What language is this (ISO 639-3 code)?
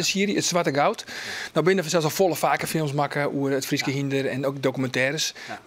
fry